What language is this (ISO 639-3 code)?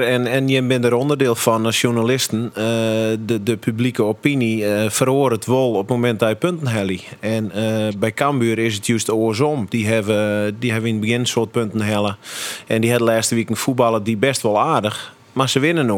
fry